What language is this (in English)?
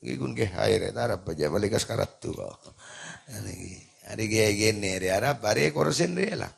Madurese